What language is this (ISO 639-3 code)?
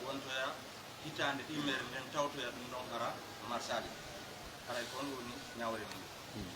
fuf